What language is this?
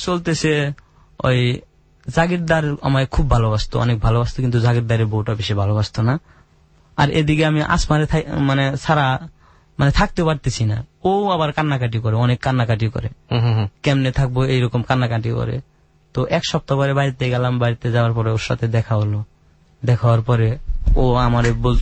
Bangla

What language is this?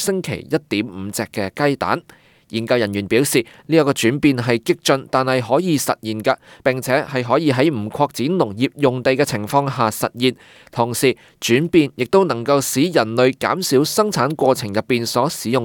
Cantonese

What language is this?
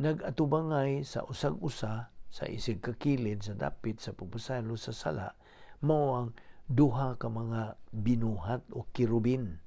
Cebuano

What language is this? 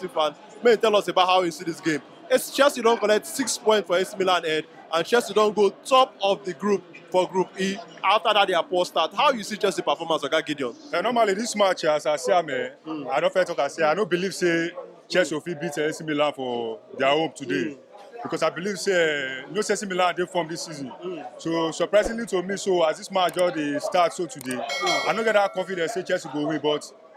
Nigerian Pidgin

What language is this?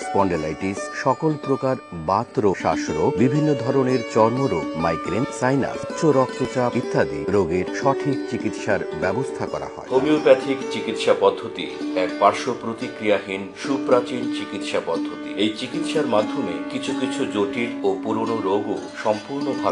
Bangla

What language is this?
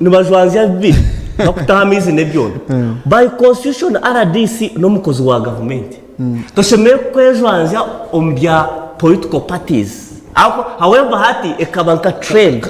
Nyankole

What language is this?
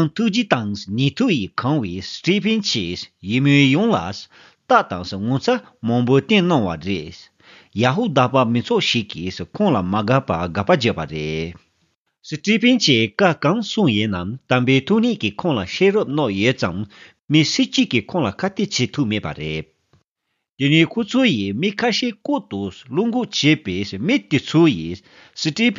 Tibetan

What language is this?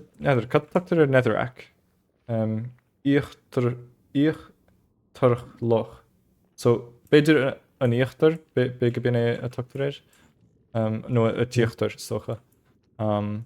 Irish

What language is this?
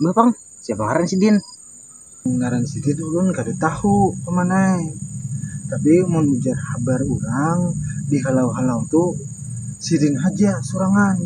Banjar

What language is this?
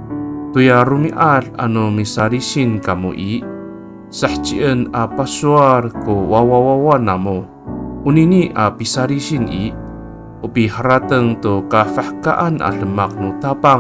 Amis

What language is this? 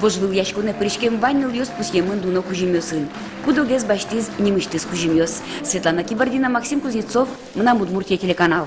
Udmurt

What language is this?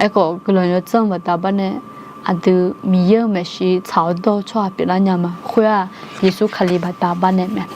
Akha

